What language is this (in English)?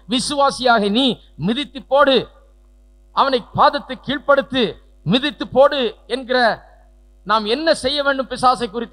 Tamil